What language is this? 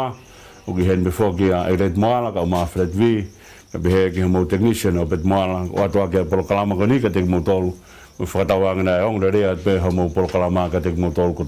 Tongan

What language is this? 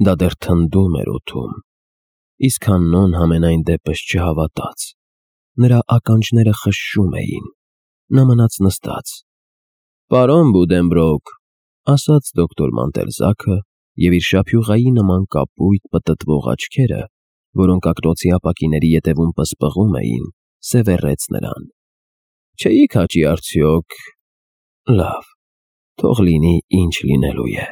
Armenian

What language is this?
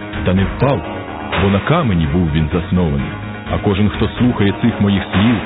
Ukrainian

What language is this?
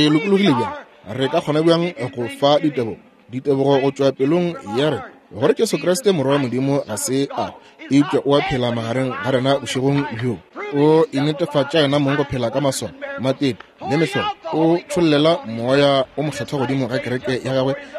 Northern Sotho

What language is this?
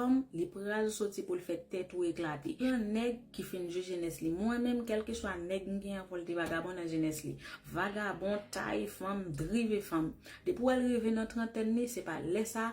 Haitian Creole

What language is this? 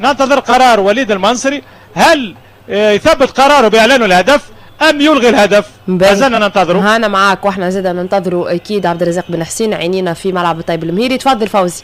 Tunisian Arabic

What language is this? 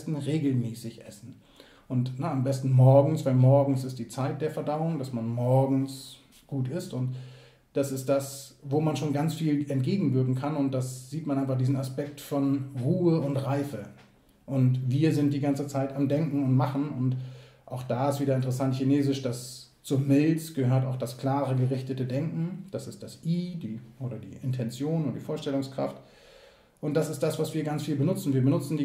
German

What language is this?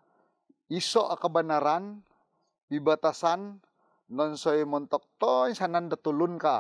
Central Dusun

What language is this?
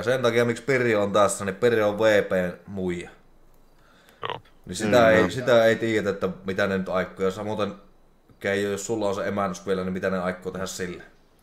Finnish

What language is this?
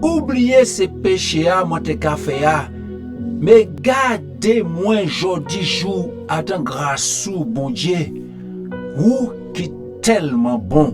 Guadeloupean Creole French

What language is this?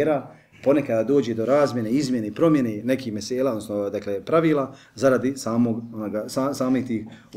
Bosnian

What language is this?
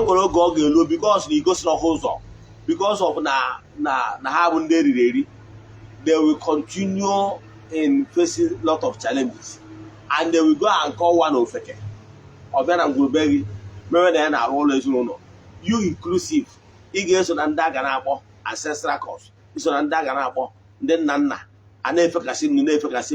Igbo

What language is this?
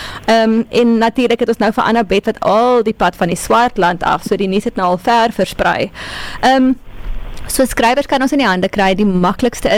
Afrikaans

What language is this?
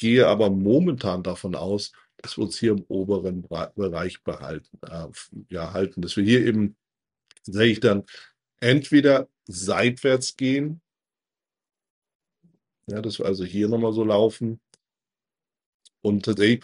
German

